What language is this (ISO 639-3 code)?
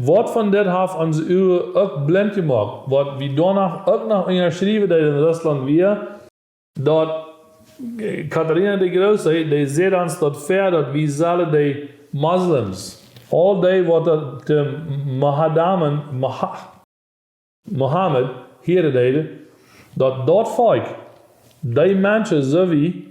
pdt